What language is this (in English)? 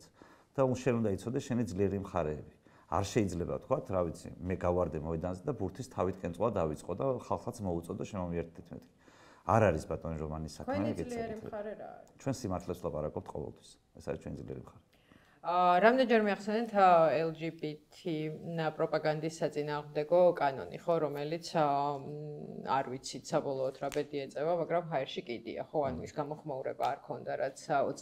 Georgian